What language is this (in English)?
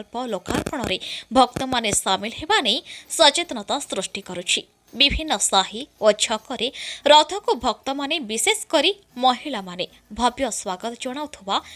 Odia